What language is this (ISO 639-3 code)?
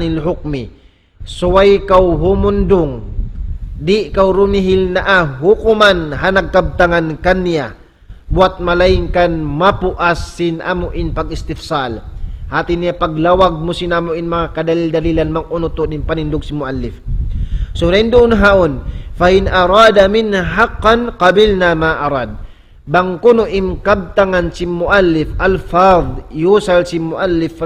tsg